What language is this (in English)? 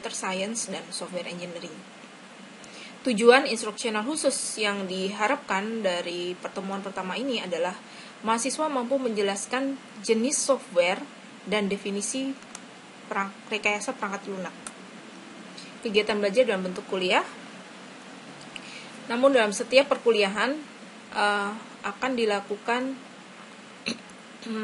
Indonesian